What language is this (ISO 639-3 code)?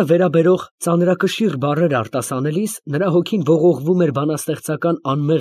hye